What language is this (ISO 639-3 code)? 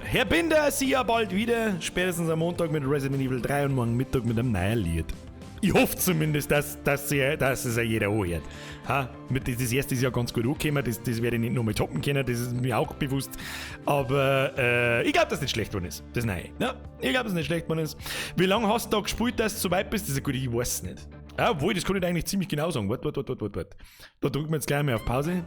bar